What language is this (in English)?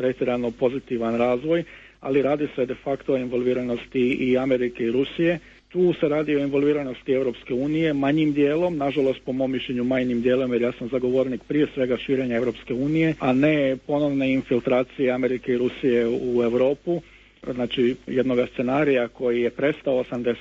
Croatian